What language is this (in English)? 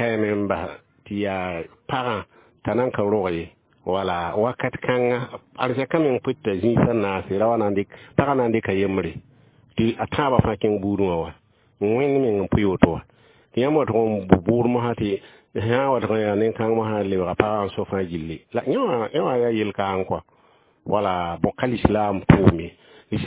Mossi